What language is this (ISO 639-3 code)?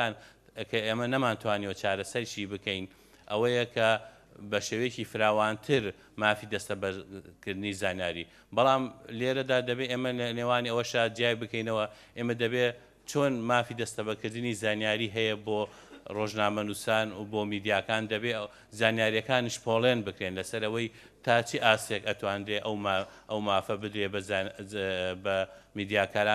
ckb